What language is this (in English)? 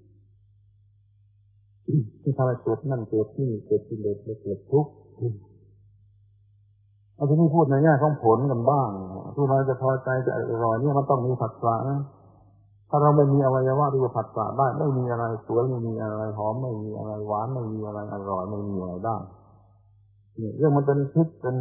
Thai